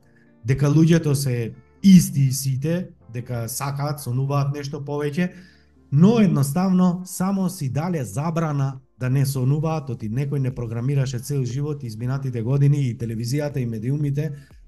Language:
Macedonian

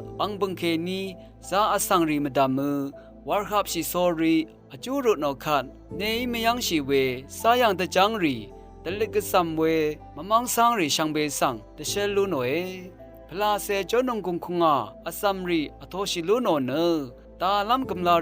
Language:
Rawang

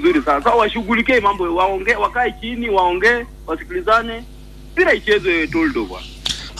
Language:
Swahili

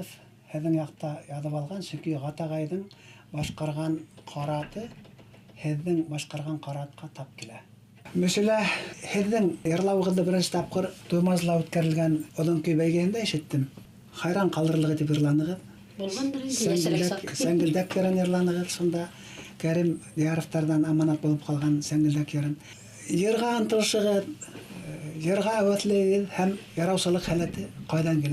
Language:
Bashkir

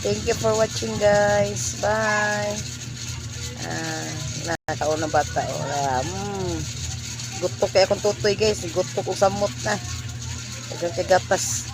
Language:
Cebuano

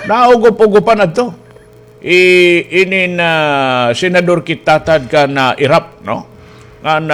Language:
Waray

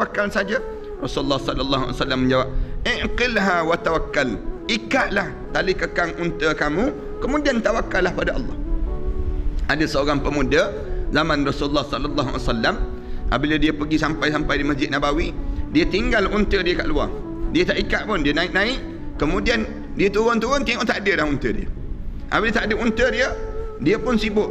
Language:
Malay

